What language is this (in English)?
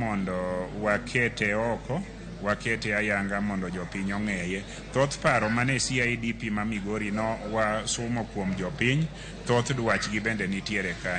Luo (Kenya and Tanzania)